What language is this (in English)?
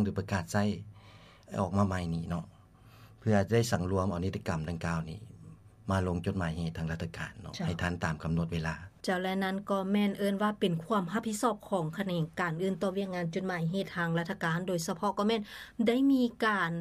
Lao